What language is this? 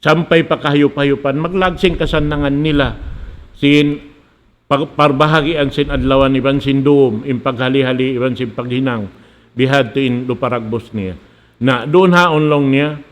Tausug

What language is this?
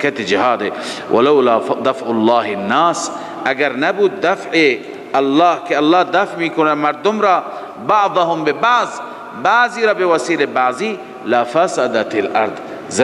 Persian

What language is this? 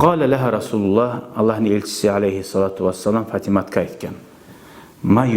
Kumyk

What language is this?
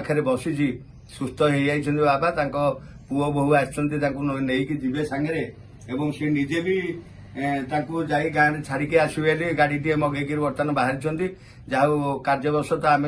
Odia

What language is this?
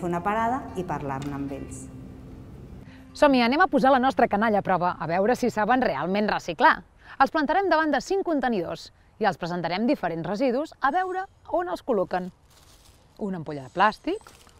Catalan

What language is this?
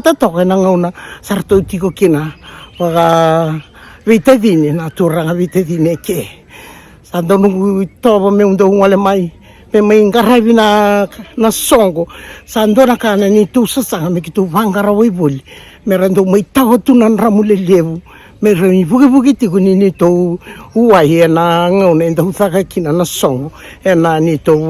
Fijian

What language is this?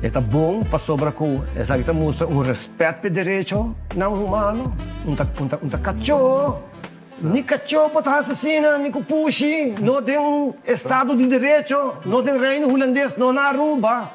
Papiamento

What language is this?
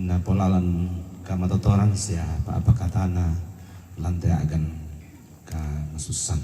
Toraja-Sa'dan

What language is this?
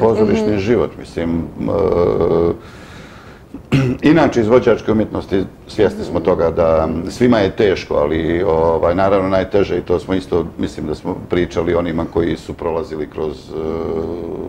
Bosnian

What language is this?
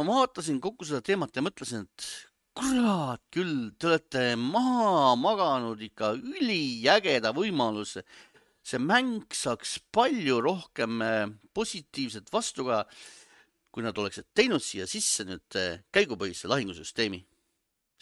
Estonian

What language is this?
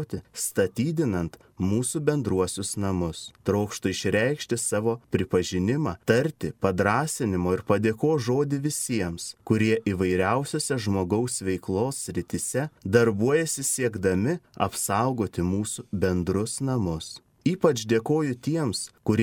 Lithuanian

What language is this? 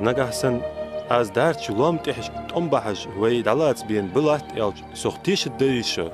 Ingush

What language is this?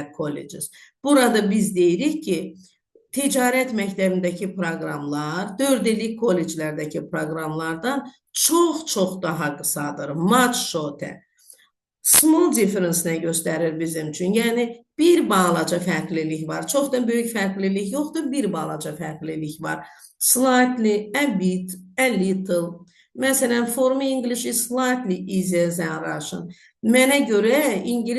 Azerbaijani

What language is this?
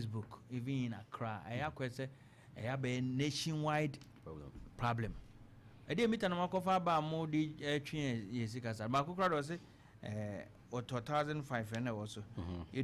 Akan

